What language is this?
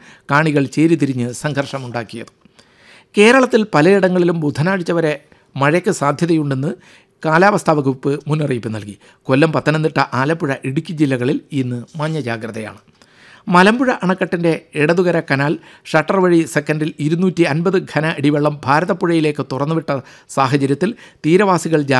Malayalam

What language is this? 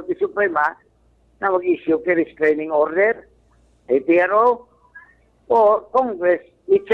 Bikol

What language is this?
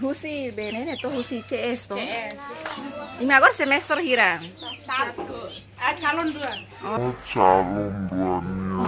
Tetum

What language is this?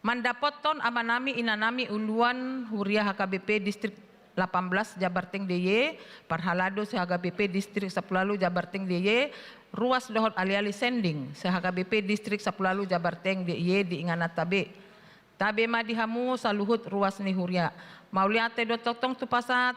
Batak Toba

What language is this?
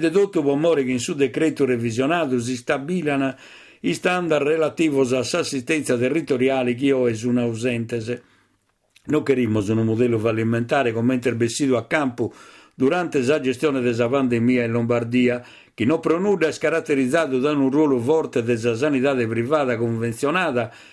Sardinian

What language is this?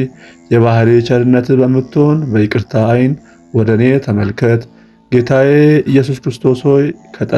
Amharic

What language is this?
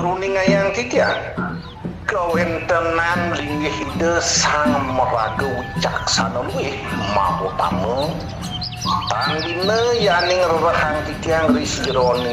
Balinese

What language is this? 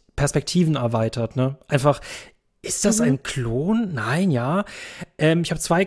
German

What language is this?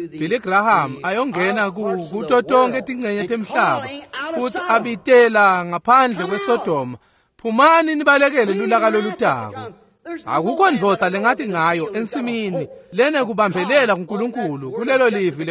Swati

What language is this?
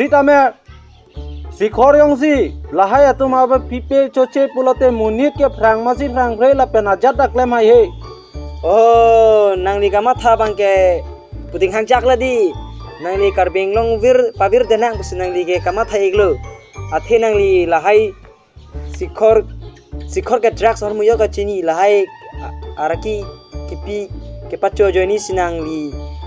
Karbi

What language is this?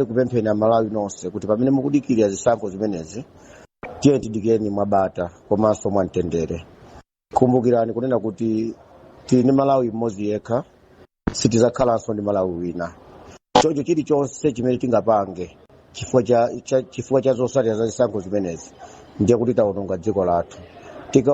Nyanja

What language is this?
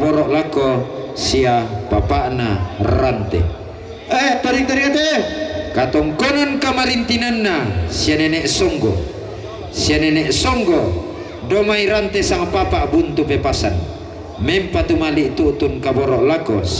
Toraja-Sa'dan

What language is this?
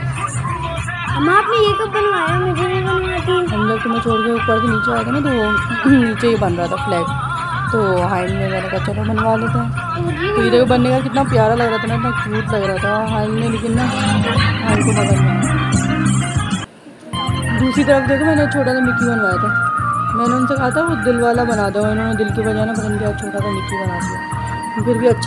Hindi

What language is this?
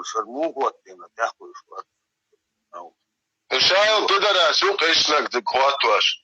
Chechen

